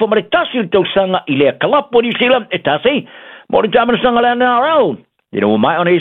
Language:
Samoan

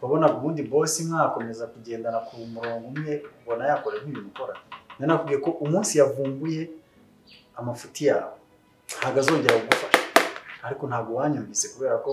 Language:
Kinyarwanda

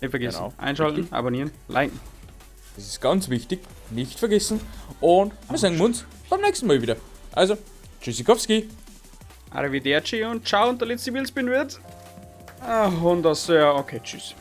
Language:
Bavarian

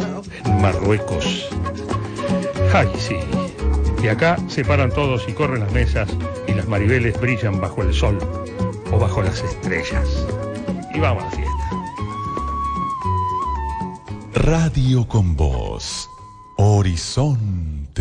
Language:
Spanish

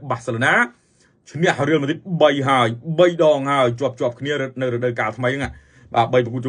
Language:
Khmer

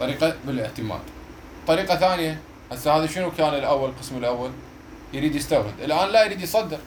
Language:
Mesopotamian Arabic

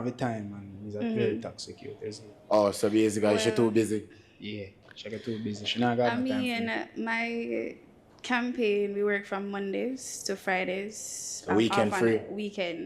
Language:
Jamaican Creole English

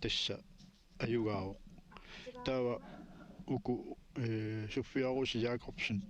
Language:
Kalaallisut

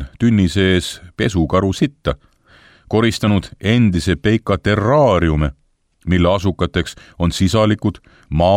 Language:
Estonian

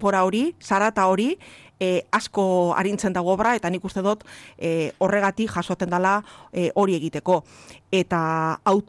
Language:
Basque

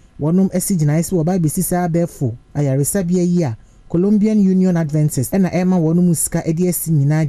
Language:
Akan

